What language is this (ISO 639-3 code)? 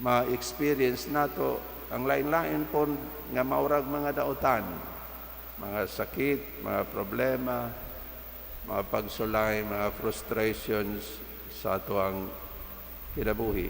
ceb